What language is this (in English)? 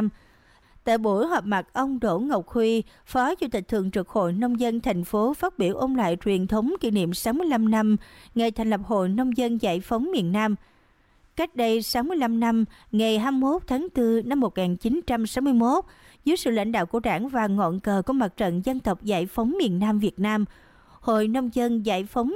Vietnamese